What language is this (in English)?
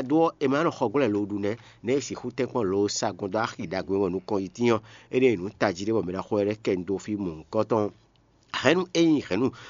Fon